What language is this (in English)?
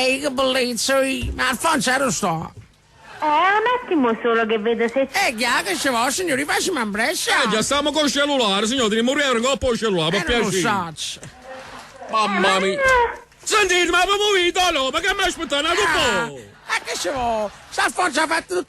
Neapolitan